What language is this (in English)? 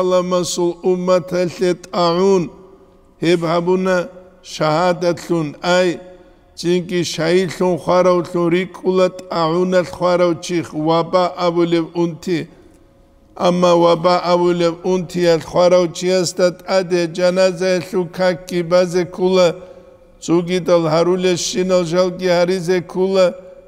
Avaric